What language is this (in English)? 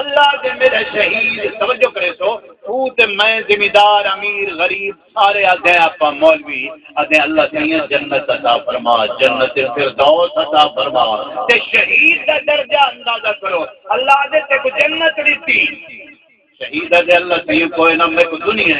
Saraiki